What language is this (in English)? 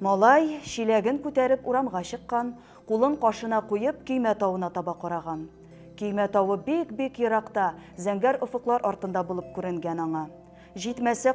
Tatar